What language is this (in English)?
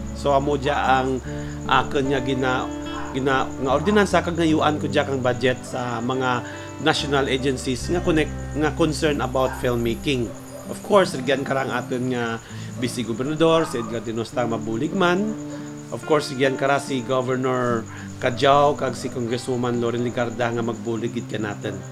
Kinaray-a